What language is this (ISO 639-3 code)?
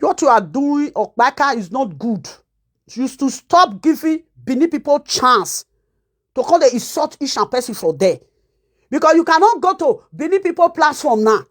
pcm